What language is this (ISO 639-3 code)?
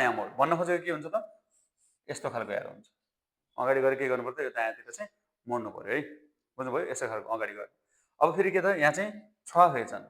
nep